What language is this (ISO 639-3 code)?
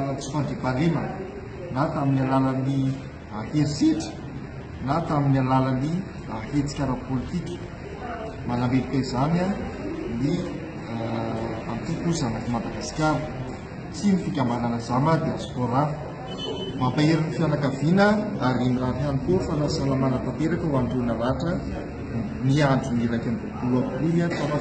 mlg